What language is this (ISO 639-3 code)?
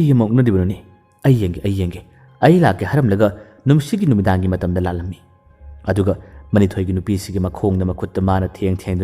mni